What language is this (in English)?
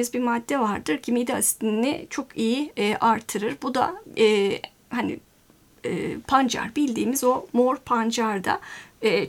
Turkish